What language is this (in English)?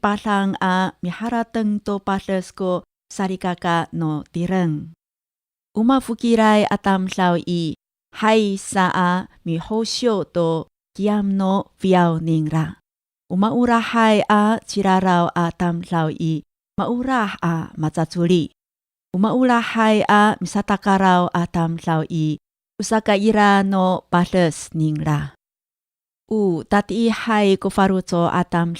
Amis